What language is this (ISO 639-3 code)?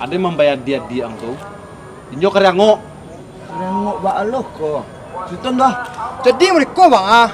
min